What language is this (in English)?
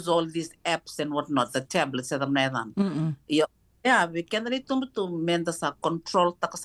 Fijian